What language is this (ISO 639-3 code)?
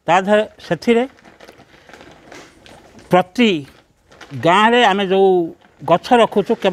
ori